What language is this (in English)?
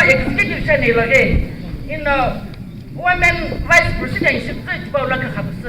Naga Pidgin